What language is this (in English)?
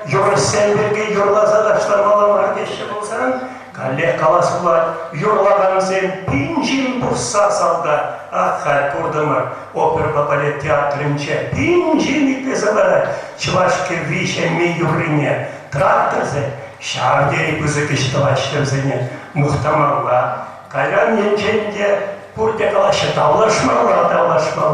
Chuvash